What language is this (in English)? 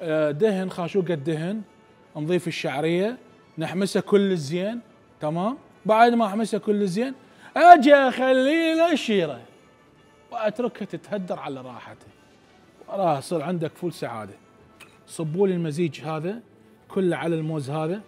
Mesopotamian Arabic